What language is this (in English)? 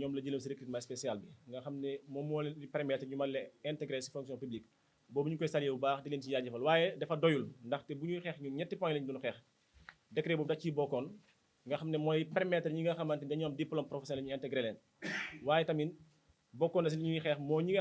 Wolof